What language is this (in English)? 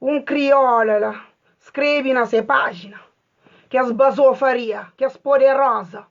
Kabuverdianu